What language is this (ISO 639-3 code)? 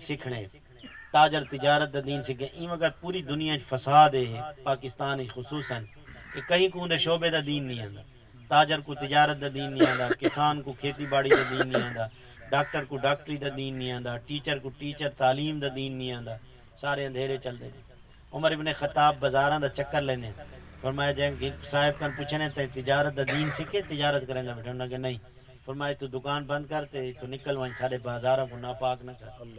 skr